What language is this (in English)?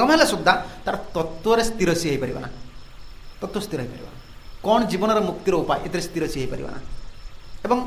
Odia